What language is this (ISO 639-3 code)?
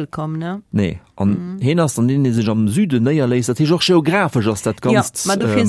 ltz